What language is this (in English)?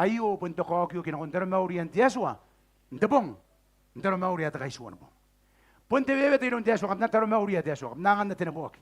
Gilbertese